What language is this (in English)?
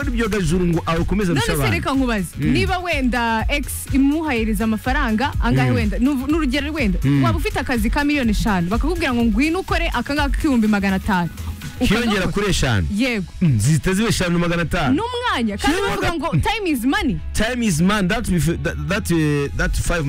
Kinyarwanda